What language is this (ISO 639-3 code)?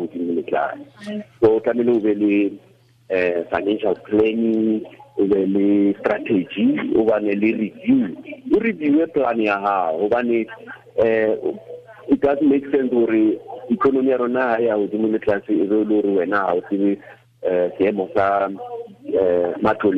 tsn